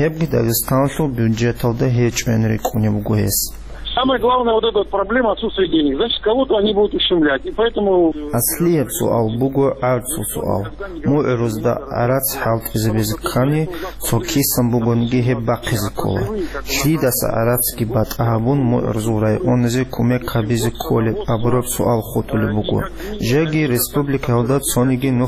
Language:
Avaric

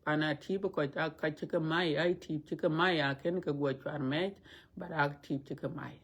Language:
Dinka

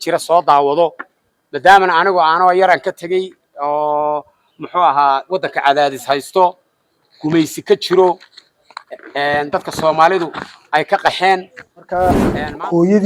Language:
Somali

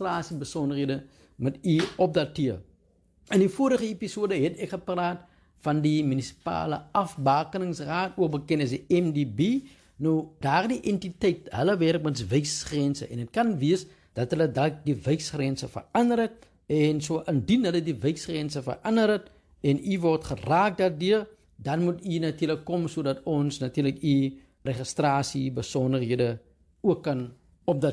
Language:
Afrikaans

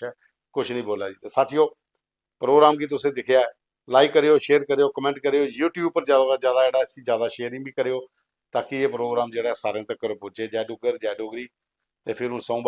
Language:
Dogri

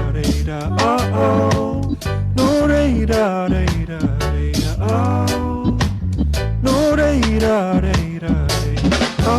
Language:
Māori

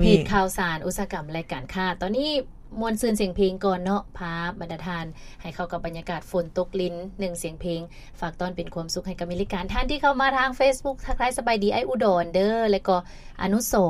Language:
Lao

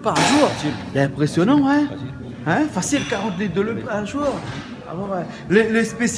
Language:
Réunion Creole French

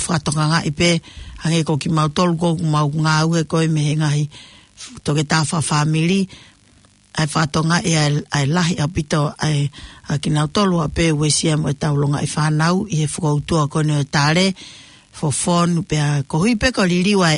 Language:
Tongan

